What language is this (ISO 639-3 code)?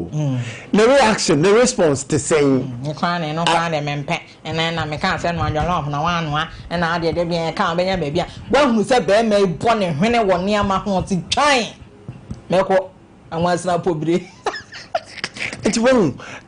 aka